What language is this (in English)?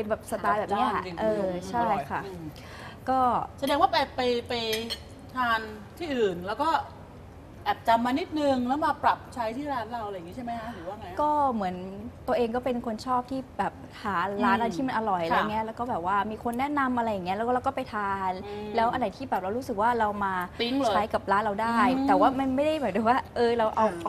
Thai